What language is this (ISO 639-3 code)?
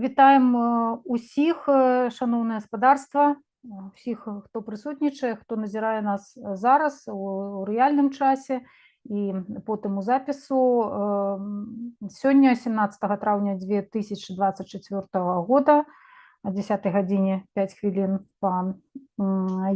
bel